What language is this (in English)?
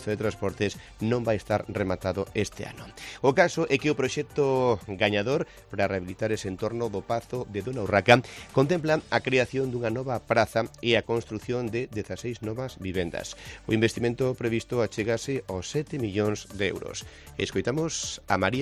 Galician